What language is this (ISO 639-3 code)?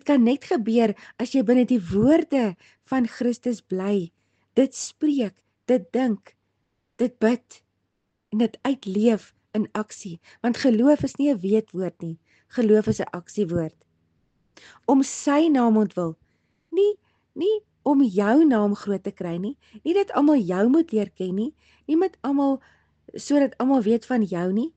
afr